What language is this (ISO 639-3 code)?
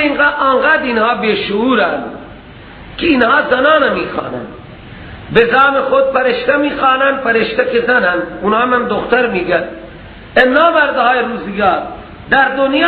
fas